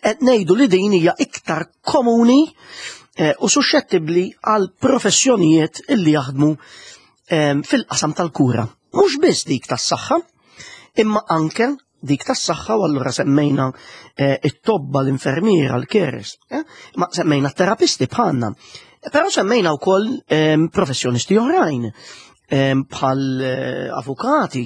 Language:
Maltese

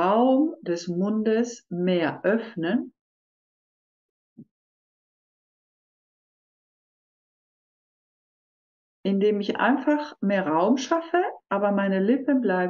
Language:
German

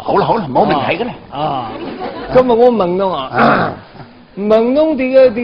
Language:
Wu Chinese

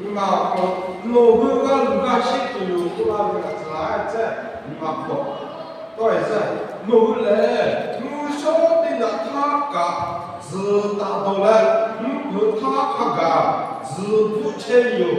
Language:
Lahu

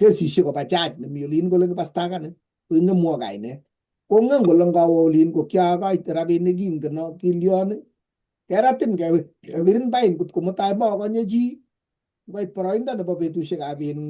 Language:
Kalenjin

